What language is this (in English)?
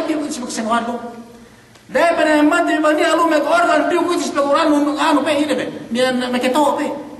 Yakan